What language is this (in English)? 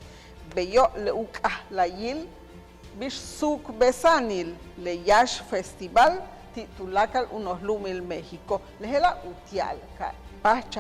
Yucateco